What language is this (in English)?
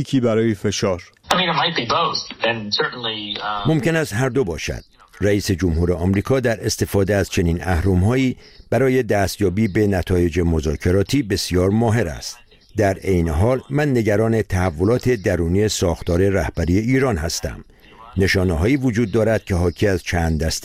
Persian